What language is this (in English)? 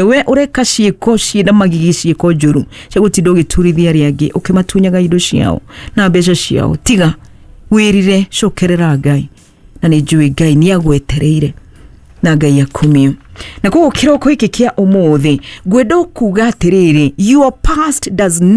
Kikuyu